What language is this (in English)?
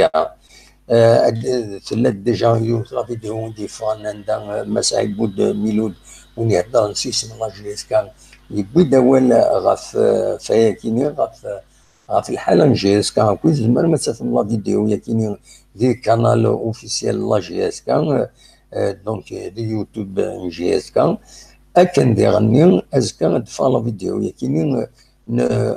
Kabyle